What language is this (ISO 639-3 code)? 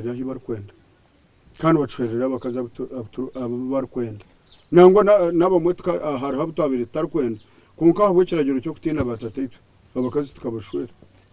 nyn